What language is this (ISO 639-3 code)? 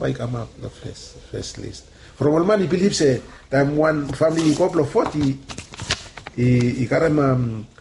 bis